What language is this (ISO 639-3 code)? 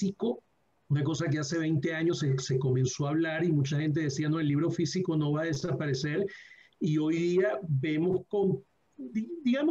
spa